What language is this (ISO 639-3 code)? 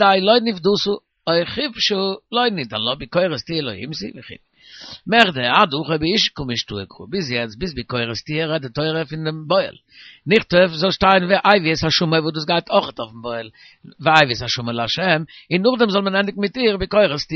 yid